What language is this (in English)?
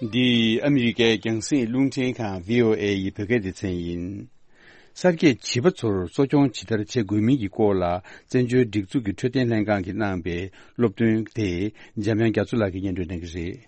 Tibetan